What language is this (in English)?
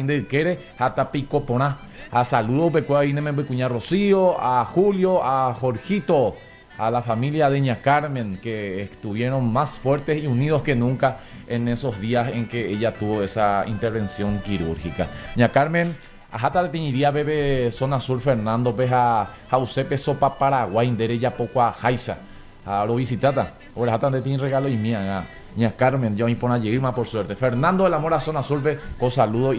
Guarani